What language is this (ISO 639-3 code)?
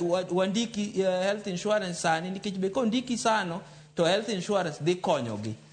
luo